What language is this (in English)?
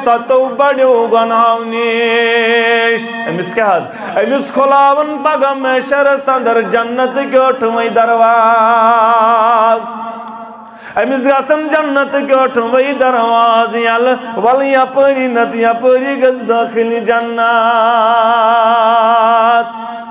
Kashmiri